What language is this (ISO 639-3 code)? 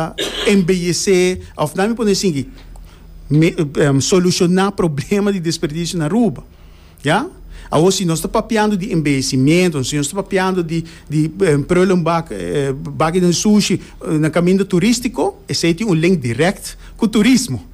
pap